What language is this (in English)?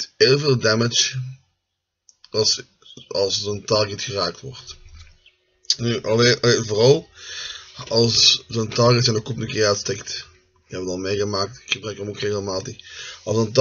Dutch